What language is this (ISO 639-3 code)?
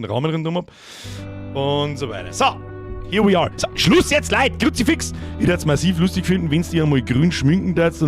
bar